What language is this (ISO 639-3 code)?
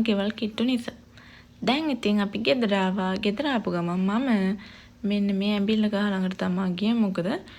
sin